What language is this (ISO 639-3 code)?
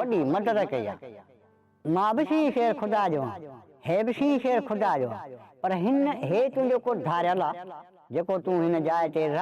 snd